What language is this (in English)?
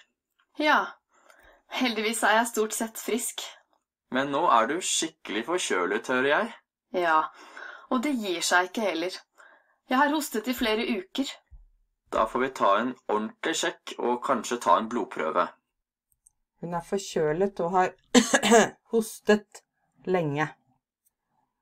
Norwegian